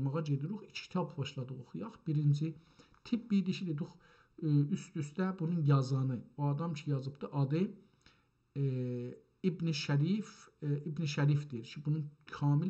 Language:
South Azerbaijani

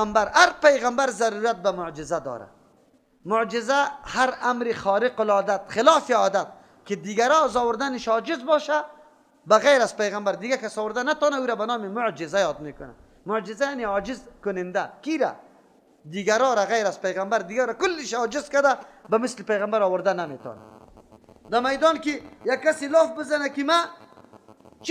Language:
Persian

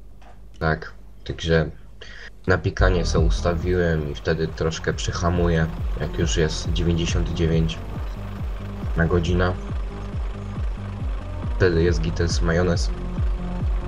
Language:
Polish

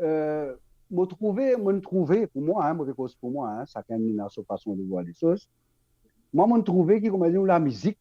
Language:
Morisyen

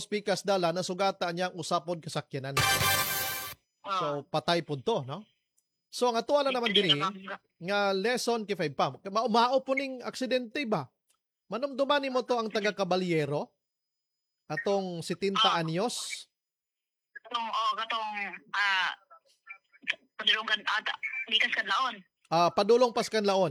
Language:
Cebuano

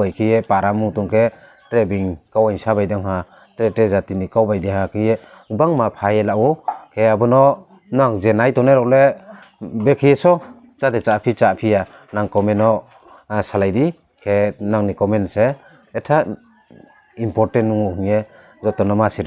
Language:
Riang (India)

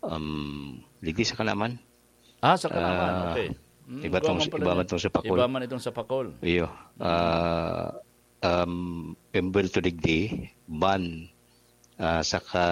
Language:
Bikol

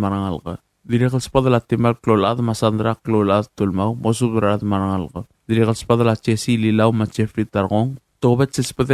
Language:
Palauan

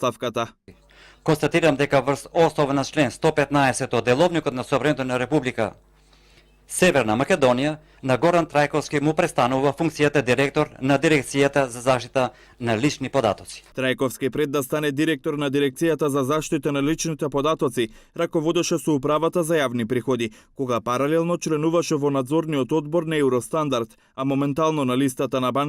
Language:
Macedonian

